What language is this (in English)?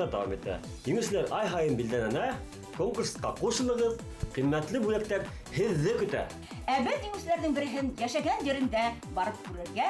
Bashkir